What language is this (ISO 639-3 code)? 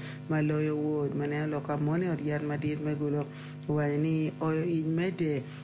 ach